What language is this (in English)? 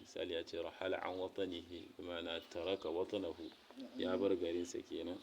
Hausa